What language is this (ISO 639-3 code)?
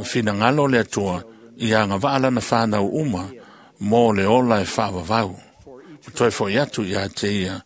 smo